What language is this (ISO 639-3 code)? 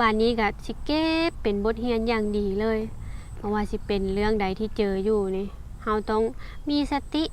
lao